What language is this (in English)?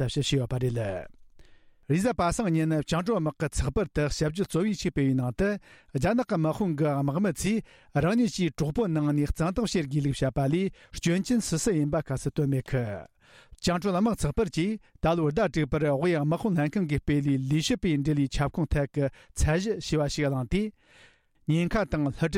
Tibetan